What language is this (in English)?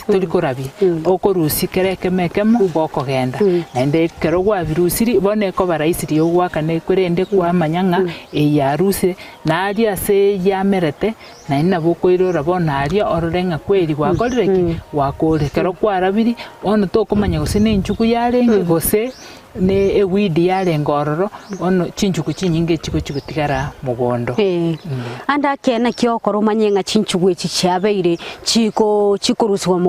Gusii